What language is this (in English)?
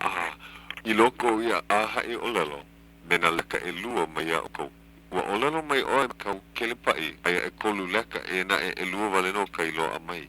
Hawaiian